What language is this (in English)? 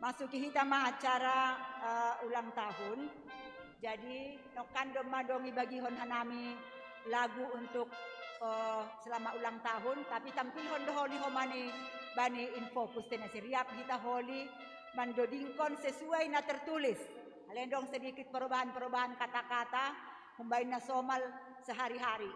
Batak Simalungun